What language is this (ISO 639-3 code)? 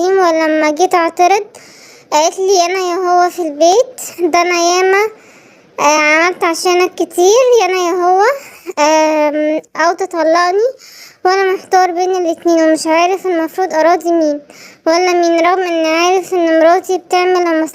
arz